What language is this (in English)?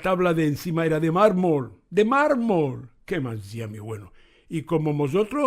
Ladino